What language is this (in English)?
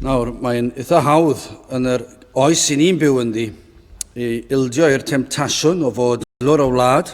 Welsh